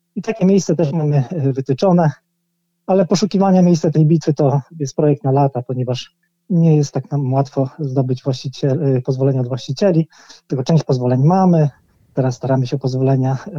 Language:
Polish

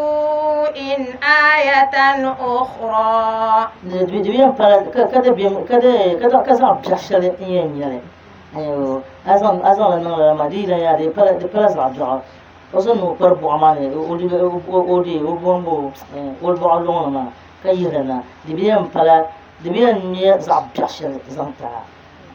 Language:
Dagbani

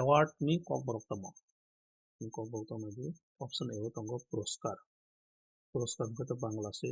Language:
Kok Borok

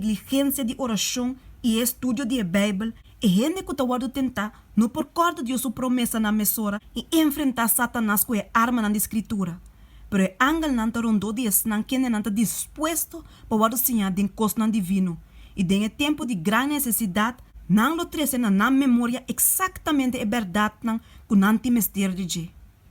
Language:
Papiamento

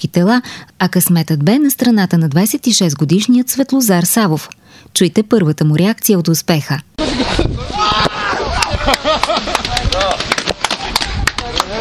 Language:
Bulgarian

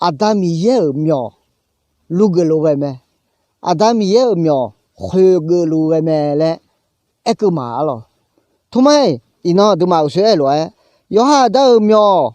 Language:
Akha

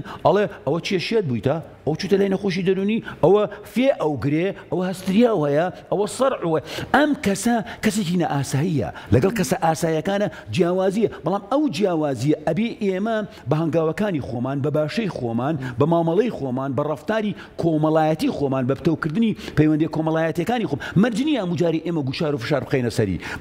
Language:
Central Kurdish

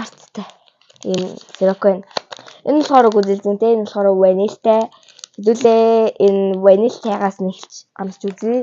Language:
Mongolian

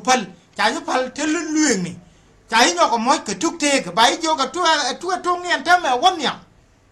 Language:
Nuer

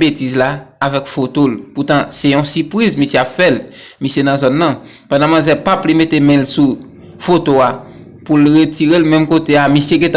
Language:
Haitian Creole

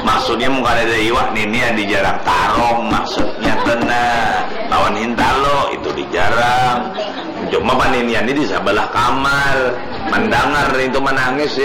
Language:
Banjar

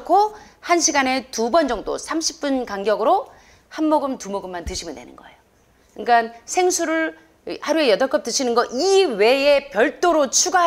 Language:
Korean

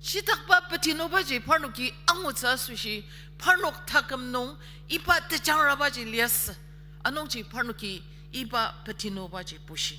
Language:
Ao Naga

